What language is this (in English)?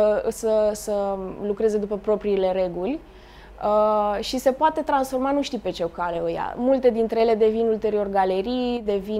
Romanian